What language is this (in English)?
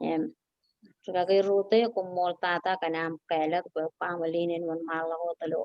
Marshallese